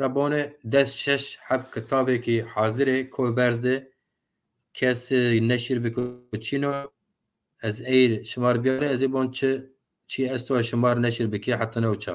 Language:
Zaza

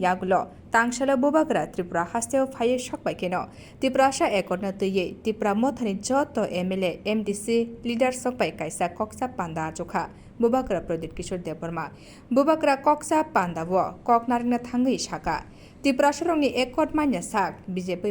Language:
Kok Borok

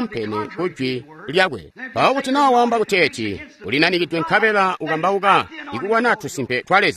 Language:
Tonga (Zambia)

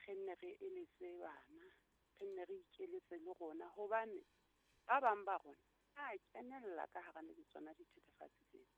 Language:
Southern Sotho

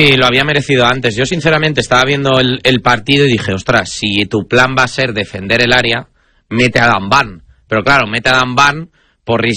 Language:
Spanish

